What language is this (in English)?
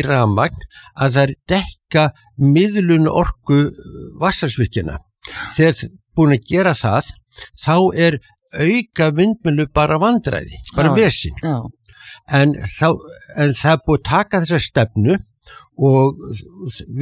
Icelandic